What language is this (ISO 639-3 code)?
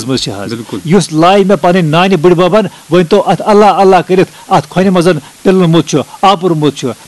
kas